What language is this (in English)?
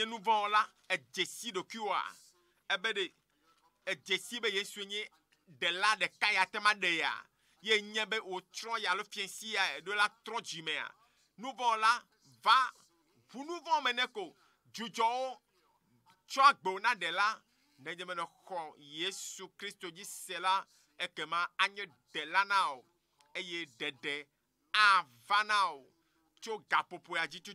Ewe